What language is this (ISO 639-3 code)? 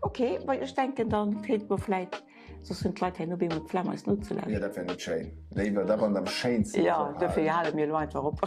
ltz